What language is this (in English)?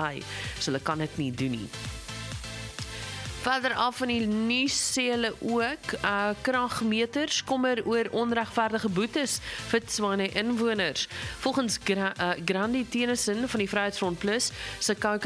Afrikaans